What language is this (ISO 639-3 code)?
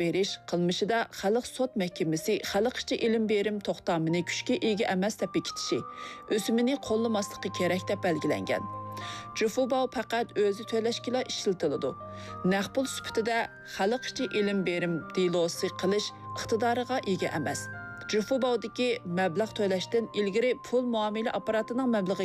uig